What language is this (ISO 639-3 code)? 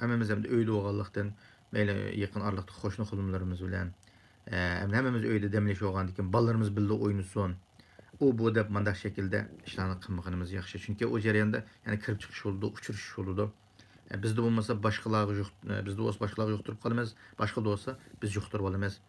uig